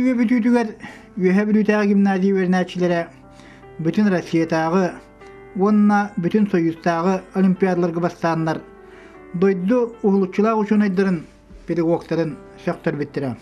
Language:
Yakut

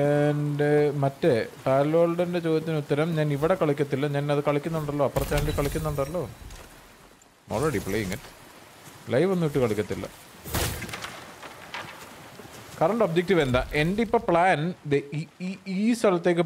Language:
Malayalam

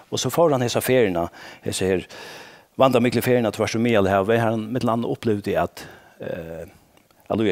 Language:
Faroese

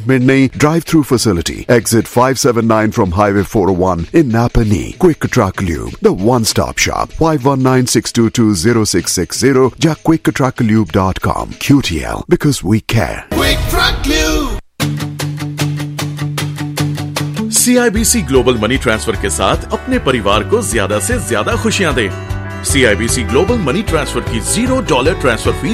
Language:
Punjabi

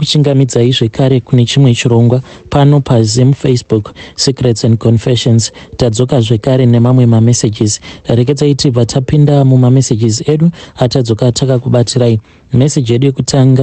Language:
Shona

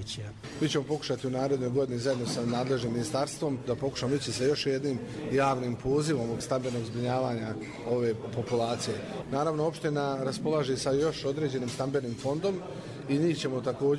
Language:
Serbian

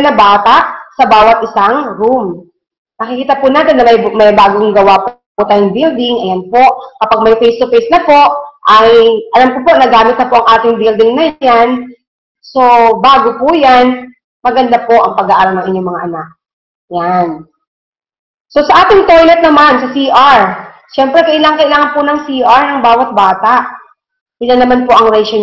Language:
Filipino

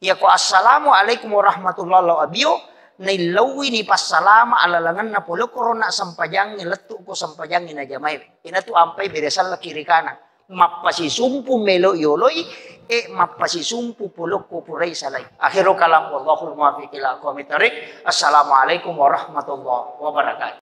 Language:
Buginese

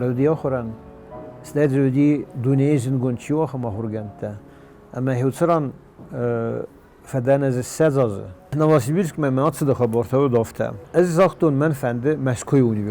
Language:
Ossetic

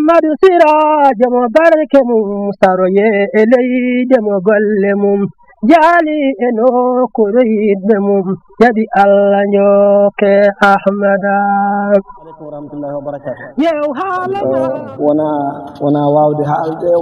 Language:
Fula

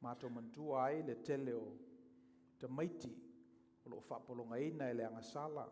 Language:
Samoan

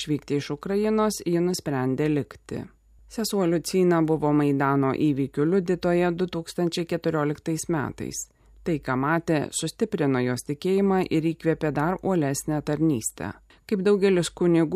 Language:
Lithuanian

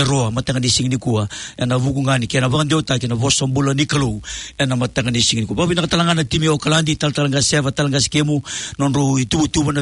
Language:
Fijian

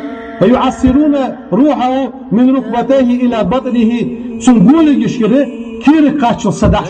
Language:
Ingush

